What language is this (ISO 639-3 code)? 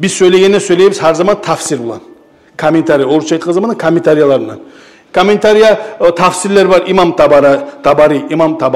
kum